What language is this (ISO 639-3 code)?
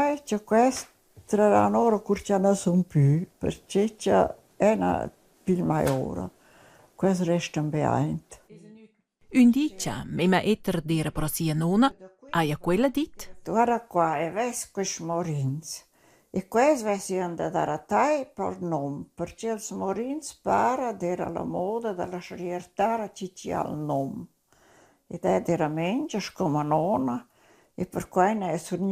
roh